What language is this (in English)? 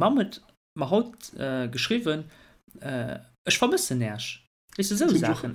Luxembourgish